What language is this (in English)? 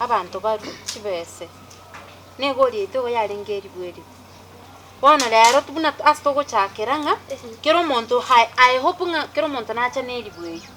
Gusii